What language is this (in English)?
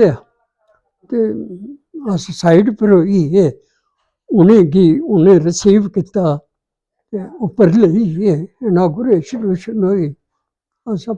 Dogri